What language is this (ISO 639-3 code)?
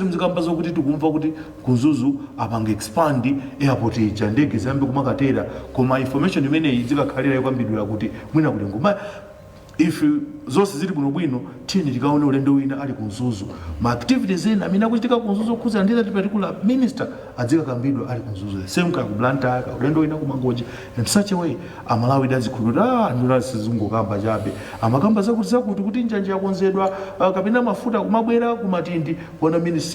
nya